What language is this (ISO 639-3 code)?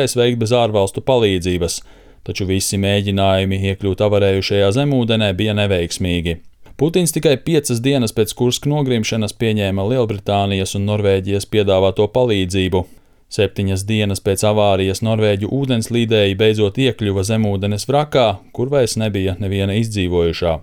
lav